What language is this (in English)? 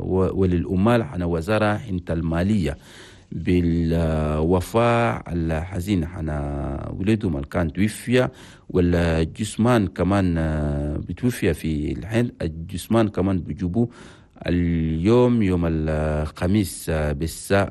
Chadian Arabic